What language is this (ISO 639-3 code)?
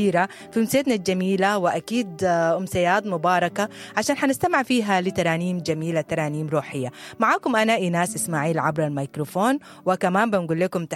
apd